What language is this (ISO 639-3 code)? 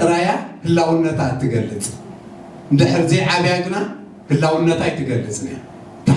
tir